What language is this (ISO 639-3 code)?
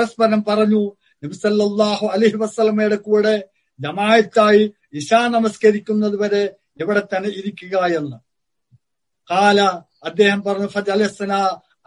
mal